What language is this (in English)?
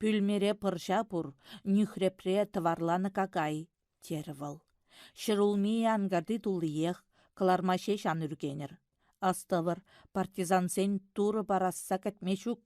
Chuvash